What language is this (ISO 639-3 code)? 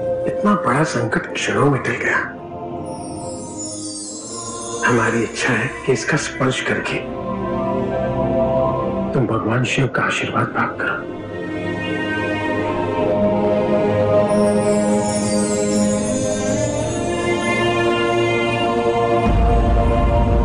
hin